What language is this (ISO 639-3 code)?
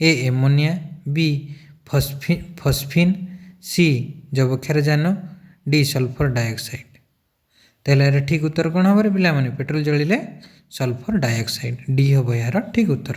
ori